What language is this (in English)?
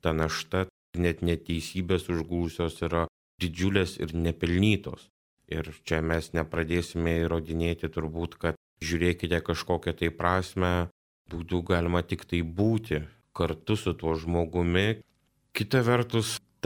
Lithuanian